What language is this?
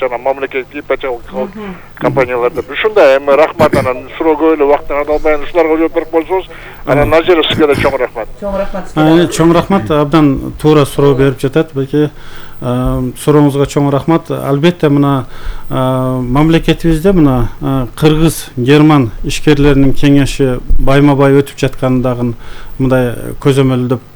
Kyrgyz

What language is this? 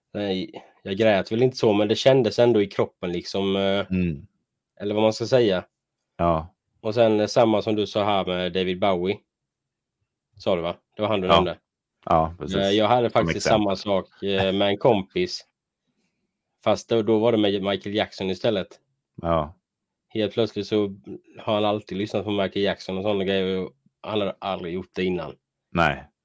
Swedish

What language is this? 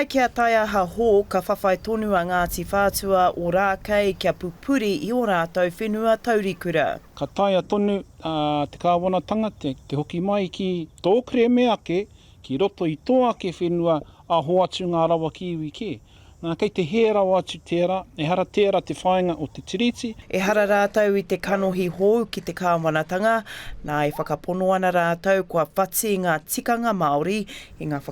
Māori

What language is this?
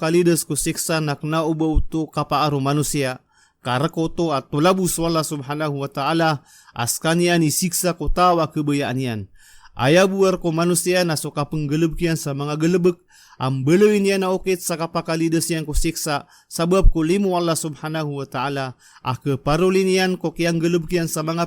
Maranao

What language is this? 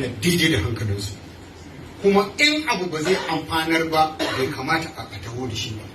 Hausa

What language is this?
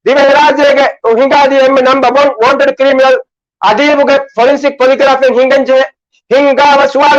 Divehi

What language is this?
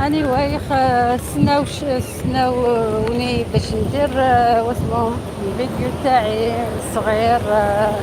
Algerian Arabic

